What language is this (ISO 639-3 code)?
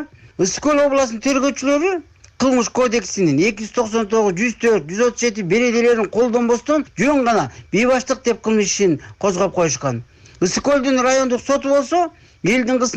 kir